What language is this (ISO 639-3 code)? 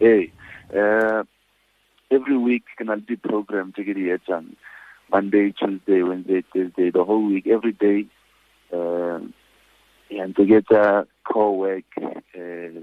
tsn